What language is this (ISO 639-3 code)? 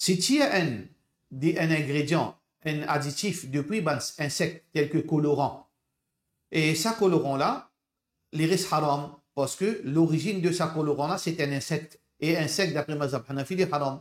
mfe